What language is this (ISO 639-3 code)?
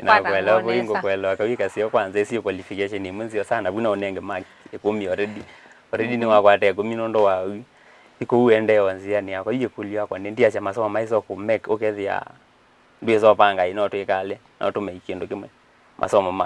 kam